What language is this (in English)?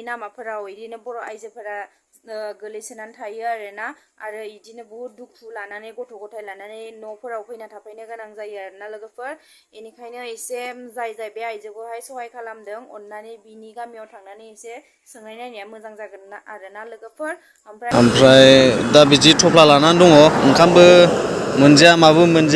Bodo